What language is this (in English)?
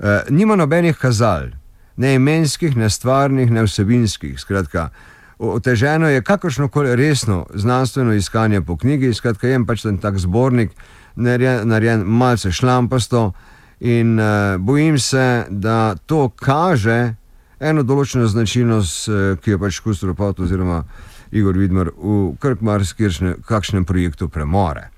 Slovenian